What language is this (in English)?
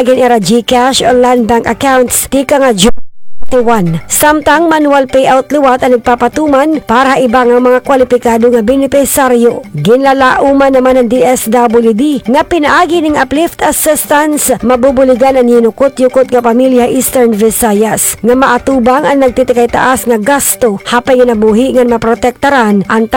Waray